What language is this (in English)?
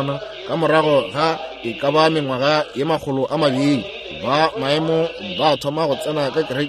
Northern Sotho